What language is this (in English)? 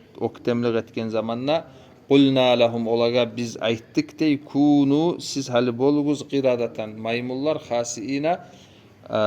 Kumyk